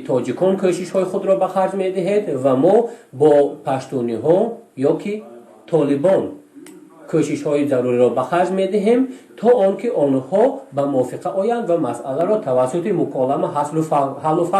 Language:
Tajik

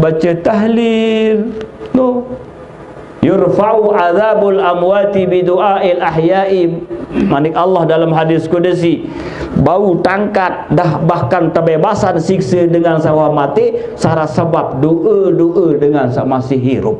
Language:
Sasak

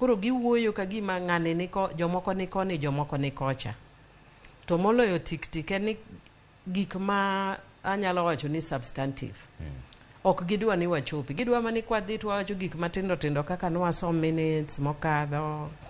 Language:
Luo (Kenya and Tanzania)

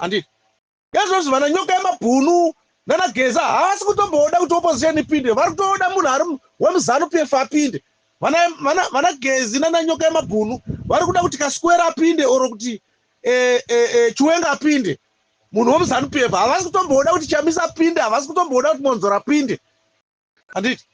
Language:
Shona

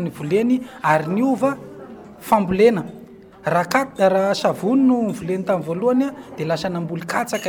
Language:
Malagasy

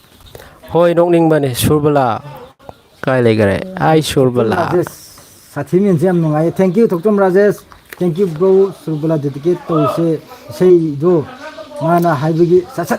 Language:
Manipuri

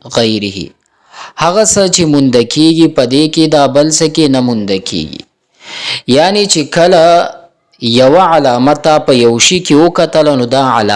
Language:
Pashto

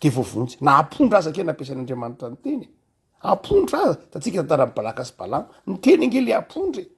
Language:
Malagasy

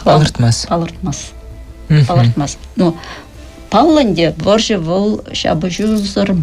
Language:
Chuvash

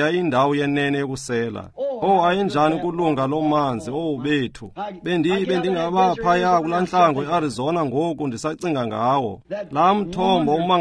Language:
Xhosa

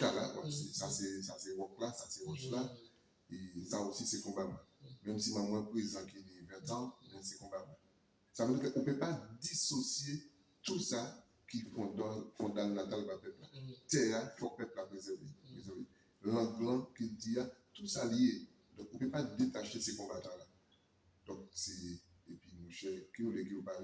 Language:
Guadeloupean Creole French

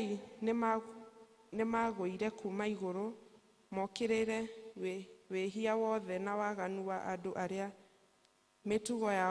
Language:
Kikuyu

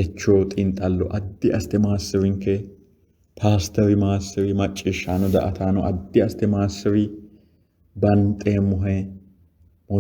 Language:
Sidamo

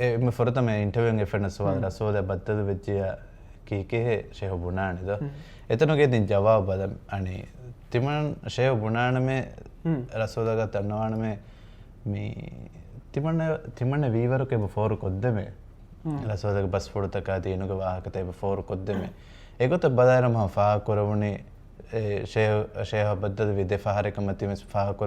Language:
Divehi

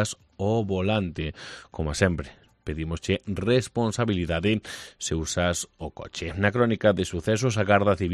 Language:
Galician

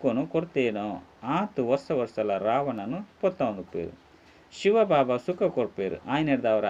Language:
Tulu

